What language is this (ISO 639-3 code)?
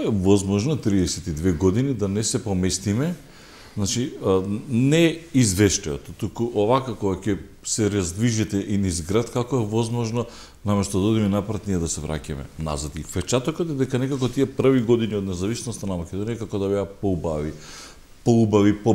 mkd